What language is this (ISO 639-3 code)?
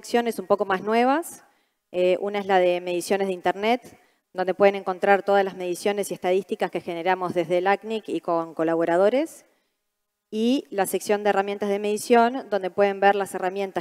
spa